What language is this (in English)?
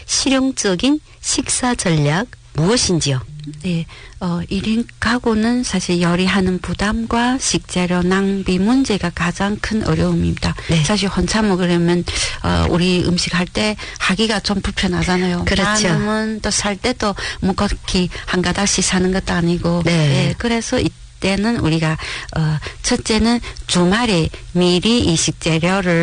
Korean